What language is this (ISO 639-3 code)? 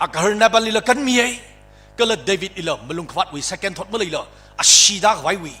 nmf